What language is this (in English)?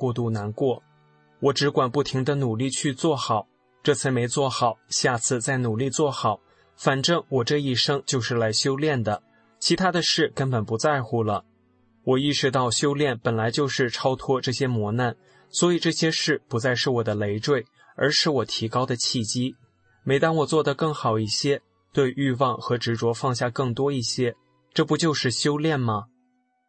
Chinese